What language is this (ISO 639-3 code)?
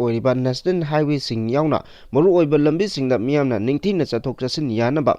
mni